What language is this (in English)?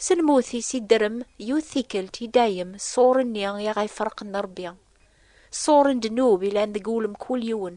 Kabyle